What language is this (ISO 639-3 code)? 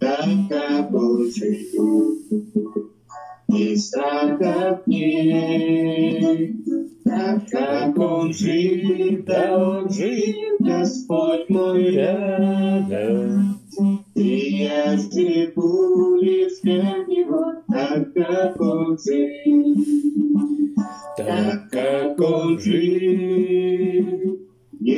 rus